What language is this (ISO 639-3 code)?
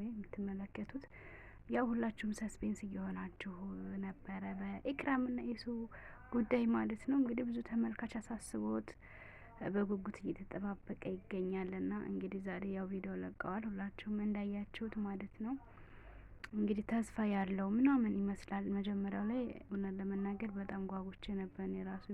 amh